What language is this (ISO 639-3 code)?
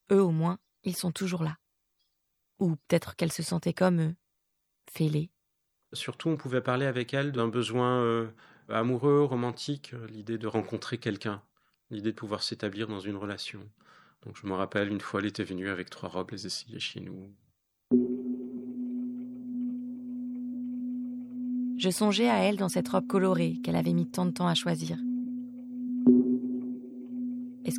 fra